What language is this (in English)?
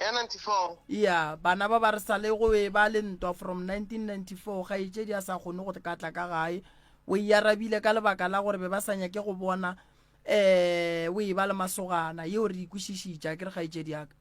Northern Sotho